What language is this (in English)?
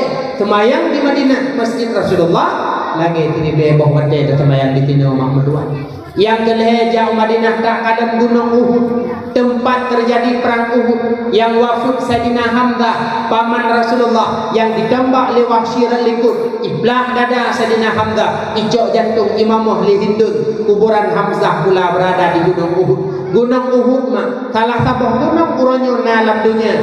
Achinese